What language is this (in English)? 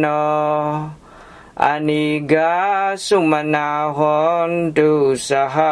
Pali